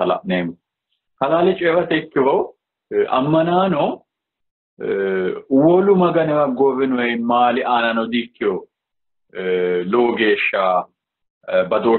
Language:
Sidamo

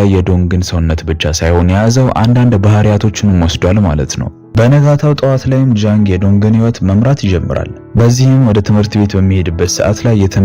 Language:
Amharic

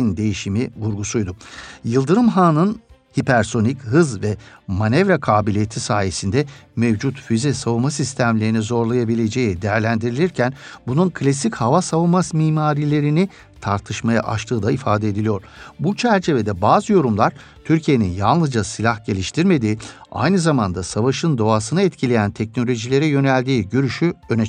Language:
Turkish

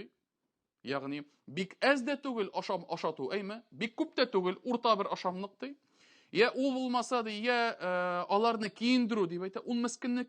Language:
Tatar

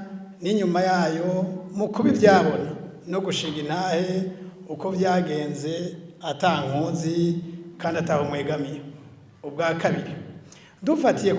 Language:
Rundi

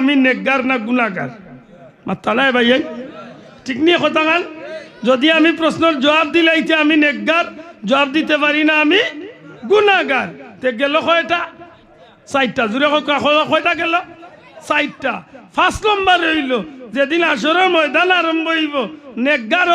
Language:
Sylheti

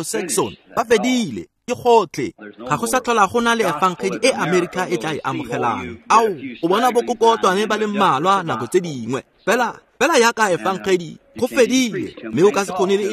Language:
Tswana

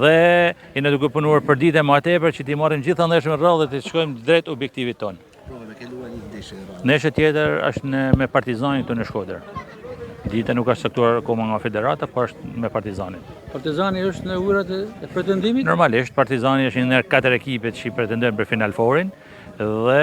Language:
Albanian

